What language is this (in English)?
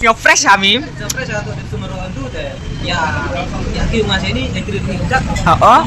Khasi